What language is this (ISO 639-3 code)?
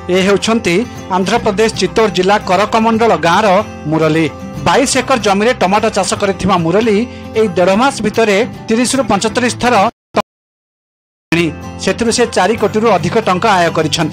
ori